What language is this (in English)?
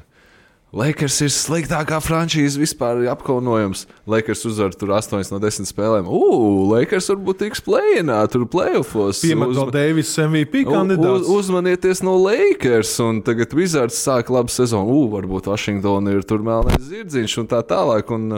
Latvian